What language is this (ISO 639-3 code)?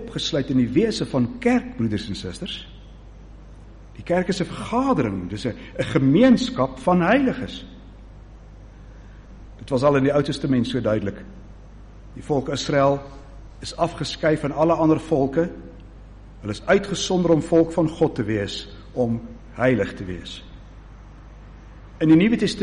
afr